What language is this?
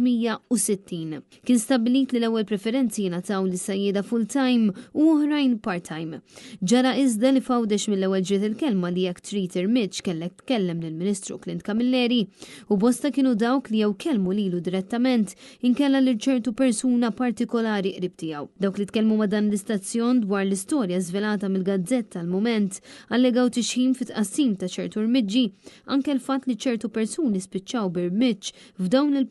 Maltese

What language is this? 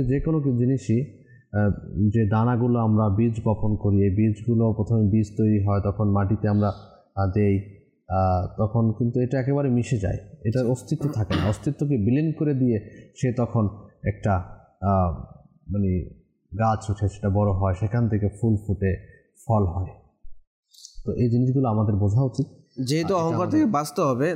Bangla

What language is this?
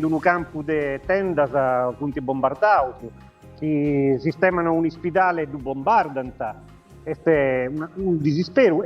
Sardinian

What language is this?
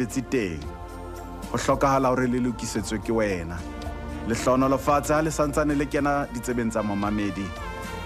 Southern Sotho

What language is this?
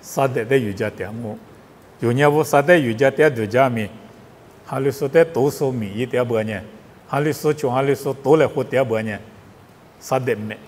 Lisu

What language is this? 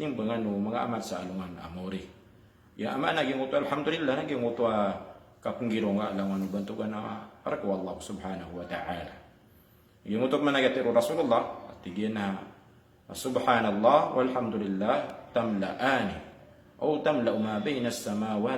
Maranao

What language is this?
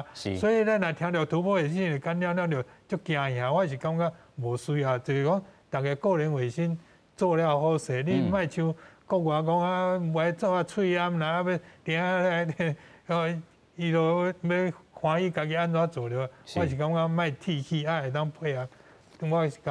Min Nan Chinese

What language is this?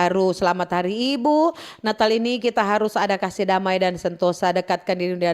Manado Malay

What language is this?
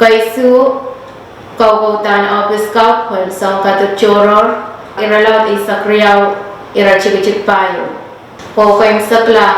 Pohnpeian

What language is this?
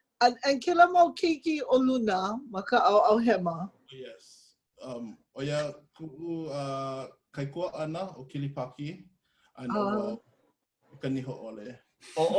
Hawaiian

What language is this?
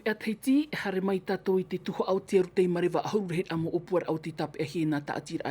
Tahitian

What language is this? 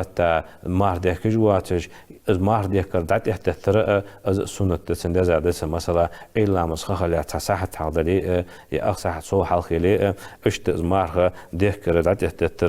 Ingush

